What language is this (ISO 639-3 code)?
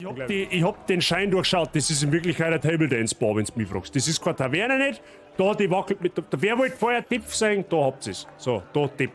bar